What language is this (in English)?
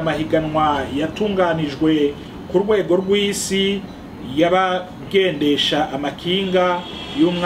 Rundi